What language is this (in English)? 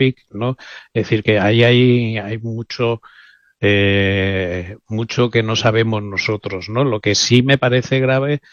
Spanish